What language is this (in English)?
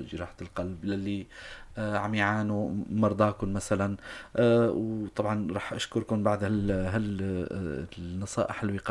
North Levantine Arabic